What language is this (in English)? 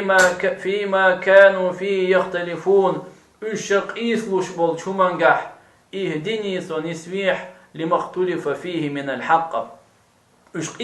Chechen